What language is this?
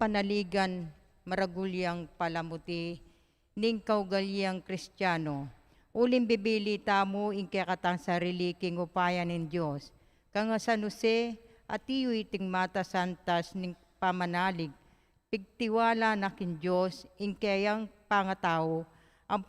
Pampanga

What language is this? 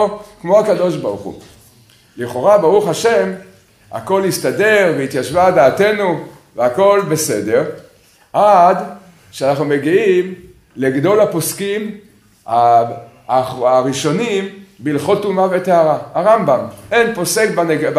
Hebrew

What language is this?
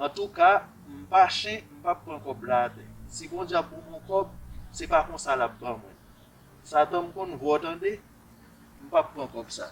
Haitian Creole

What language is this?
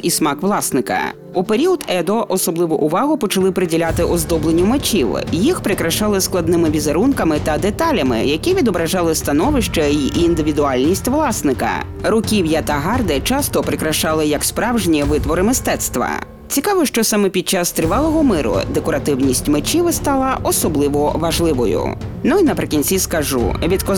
Ukrainian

